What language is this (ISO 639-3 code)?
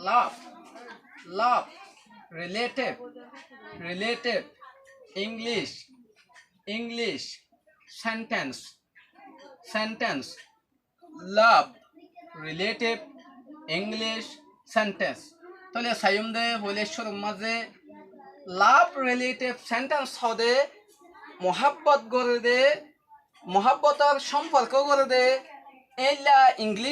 rhg